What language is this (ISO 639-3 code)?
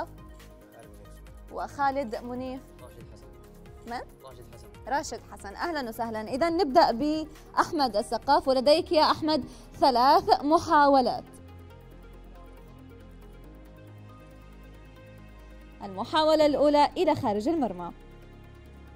ara